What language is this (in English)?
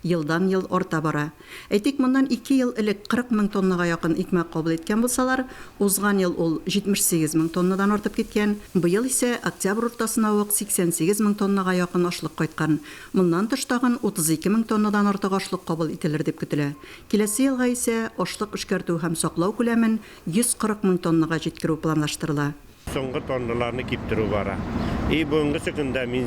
Tatar